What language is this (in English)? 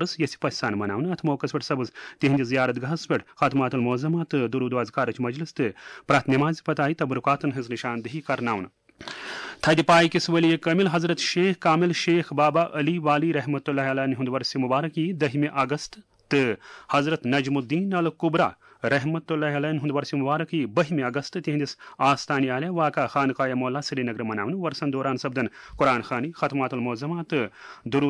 Kashmiri